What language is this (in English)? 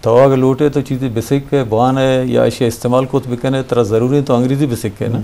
Eastern Balochi